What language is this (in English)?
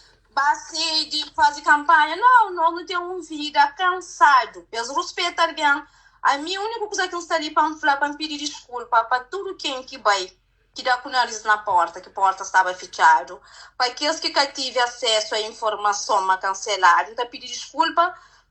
Kabuverdianu